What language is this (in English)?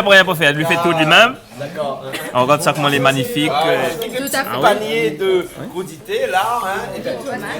Réunion Creole French